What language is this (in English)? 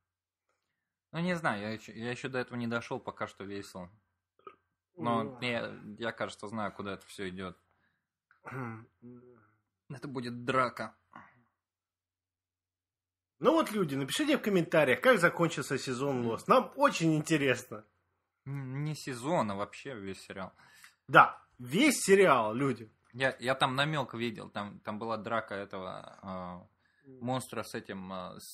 Russian